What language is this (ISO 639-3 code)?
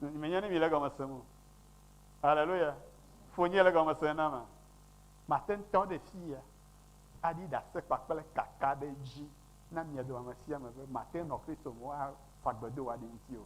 ewe